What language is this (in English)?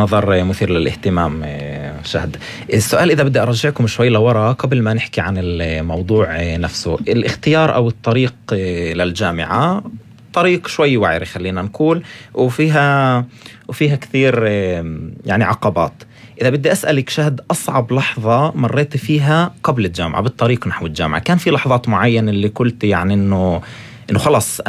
North Levantine Arabic